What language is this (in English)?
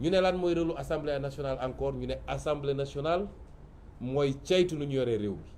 Wolof